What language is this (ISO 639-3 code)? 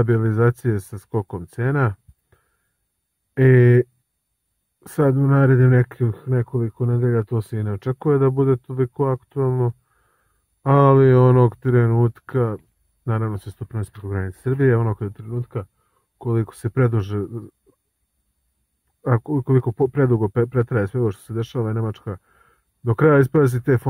srp